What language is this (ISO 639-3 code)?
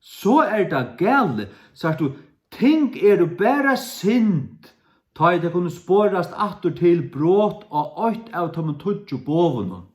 fao